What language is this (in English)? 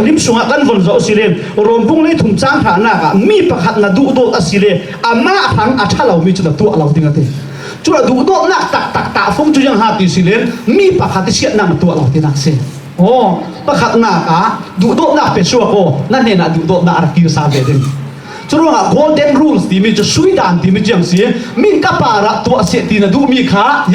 Falam Chin